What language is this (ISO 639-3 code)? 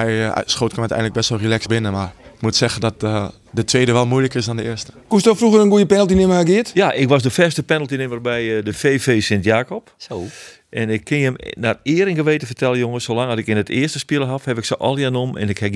fry